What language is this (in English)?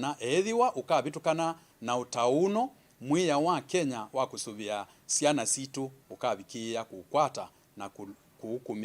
Kamba